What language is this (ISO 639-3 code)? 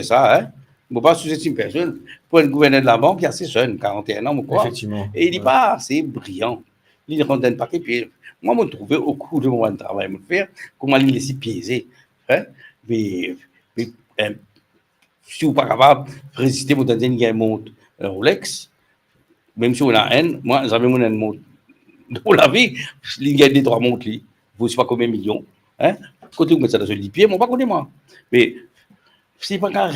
mfe